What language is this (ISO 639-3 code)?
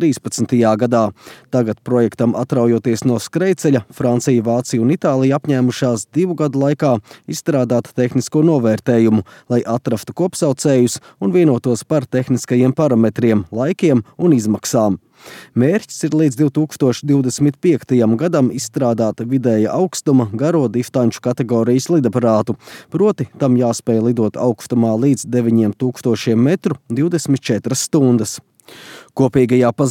lav